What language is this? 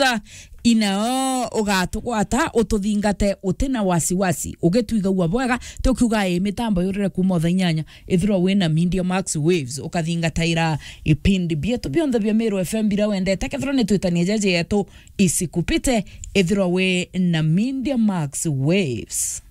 Meru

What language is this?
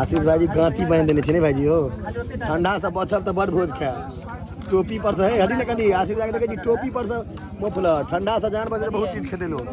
Maithili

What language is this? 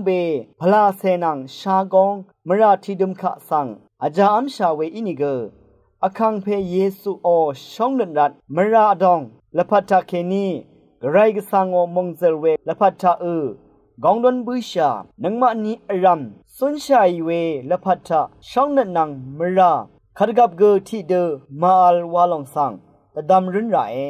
Rawang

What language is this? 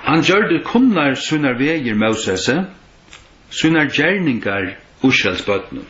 Faroese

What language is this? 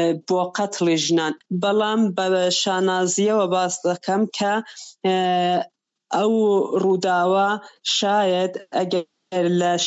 Central Kurdish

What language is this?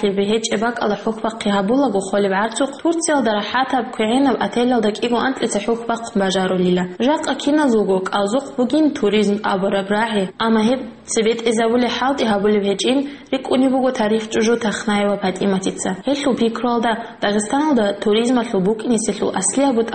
Avaric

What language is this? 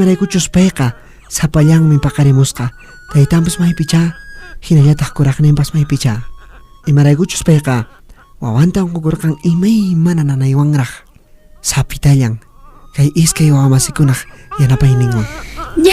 Puno Quechua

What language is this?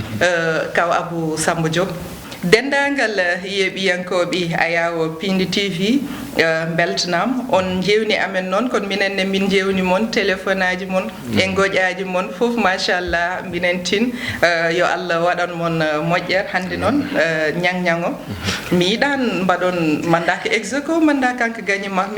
Fula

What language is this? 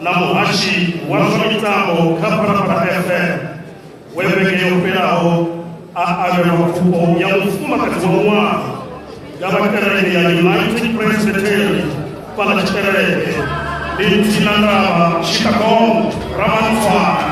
Venda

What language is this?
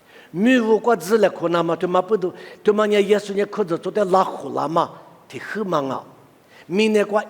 Lisu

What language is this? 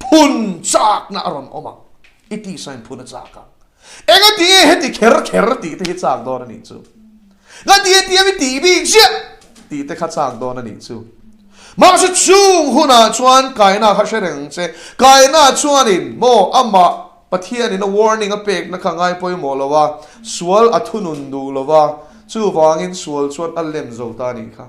Mizo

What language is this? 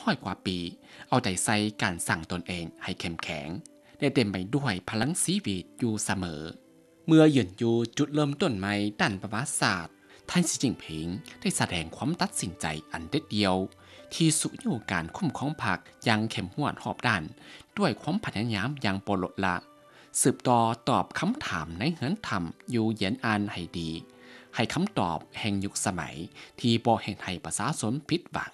Lao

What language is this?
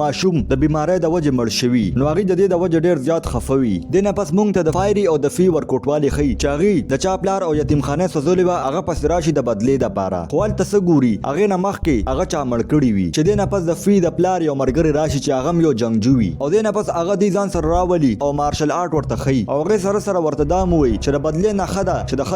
Pashto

